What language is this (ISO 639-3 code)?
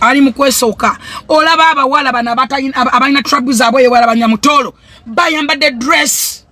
lug